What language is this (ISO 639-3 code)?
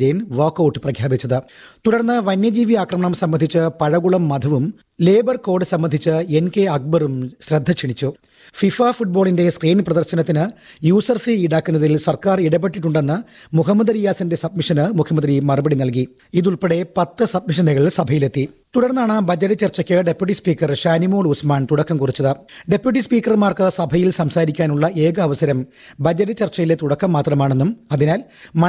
mal